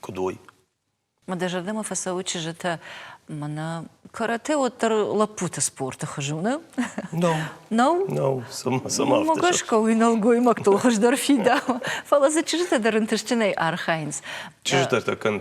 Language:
Ossetic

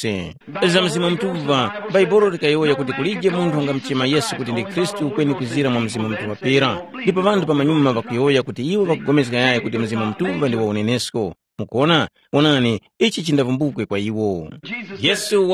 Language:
Tumbuka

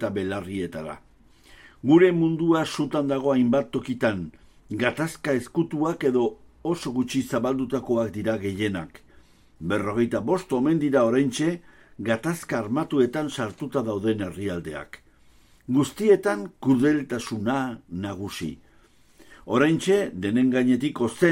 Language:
Basque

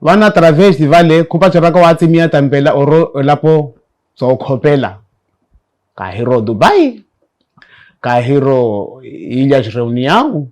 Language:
Makhuwa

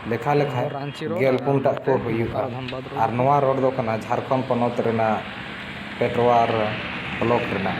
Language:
Santali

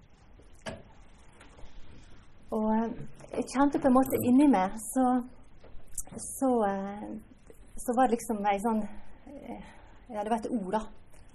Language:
Norwegian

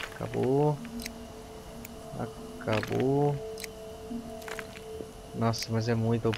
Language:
Portuguese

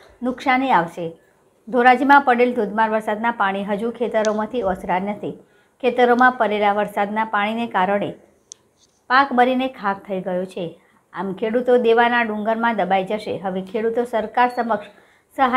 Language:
Gujarati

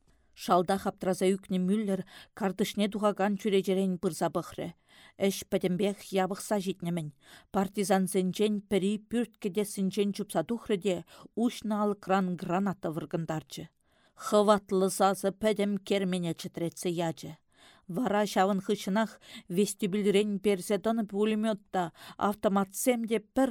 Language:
Chuvash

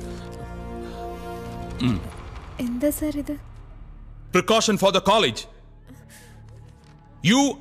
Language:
Malayalam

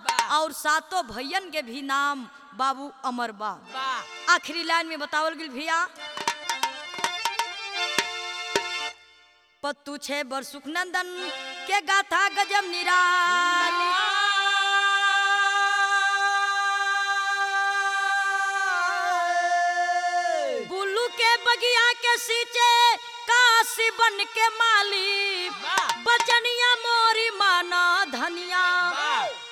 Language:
Bhojpuri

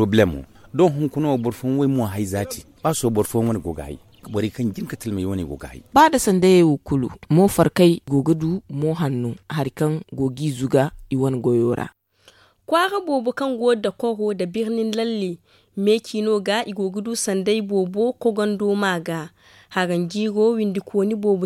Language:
Zarma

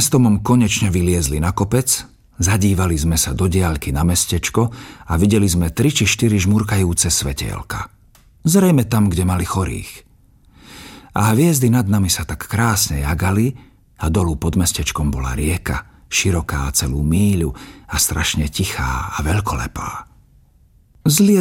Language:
Slovak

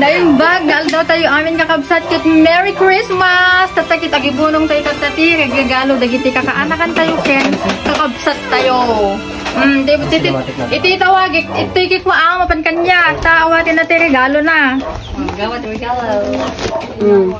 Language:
Iloko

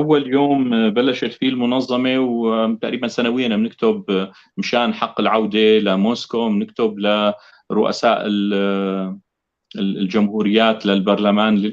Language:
North Levantine Arabic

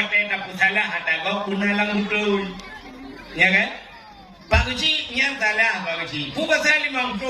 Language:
Achinese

